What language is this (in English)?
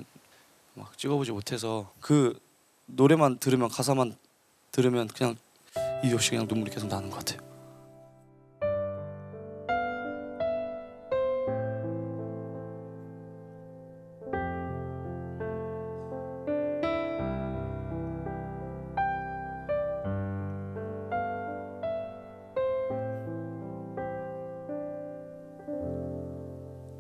Korean